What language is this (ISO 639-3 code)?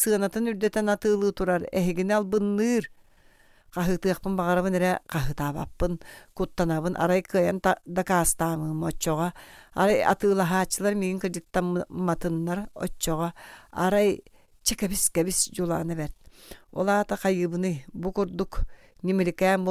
sah